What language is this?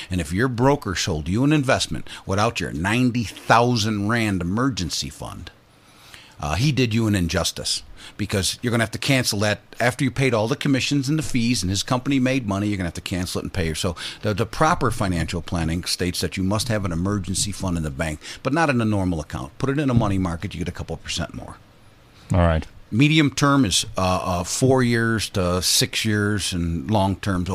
English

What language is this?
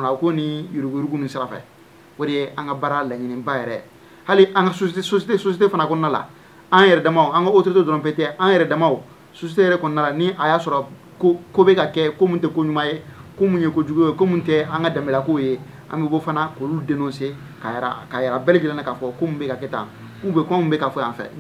Bambara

